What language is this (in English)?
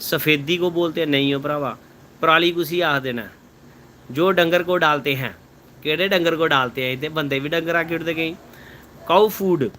Dogri